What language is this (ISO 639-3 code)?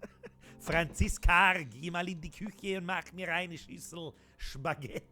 bar